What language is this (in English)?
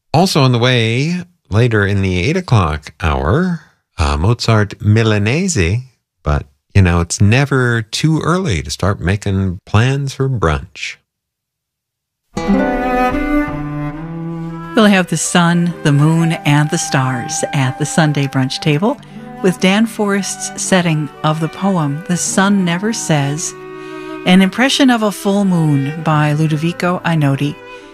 English